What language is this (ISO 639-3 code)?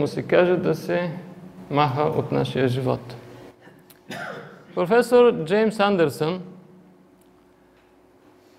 bul